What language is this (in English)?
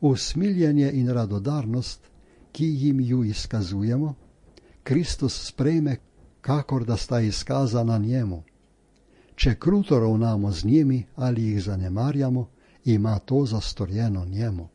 Slovenian